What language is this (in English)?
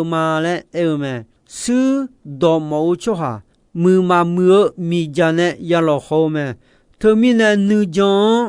Akha